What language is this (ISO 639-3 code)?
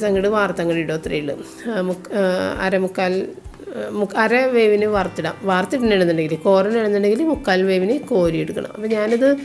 mal